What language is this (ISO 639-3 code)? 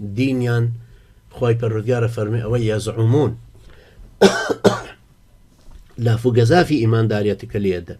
ckb